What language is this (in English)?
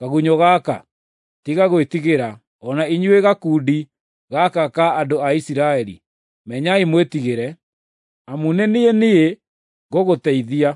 Kikuyu